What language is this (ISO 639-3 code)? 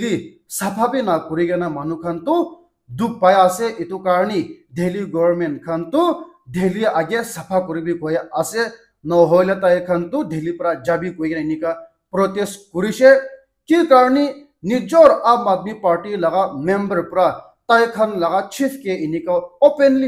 nag